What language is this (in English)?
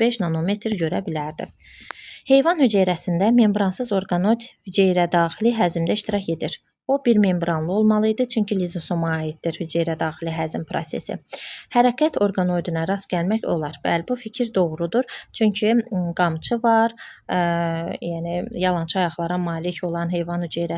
Azerbaijani